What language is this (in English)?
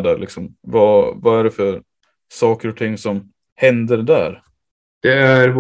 Swedish